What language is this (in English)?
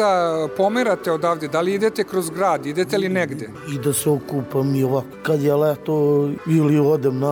Serbian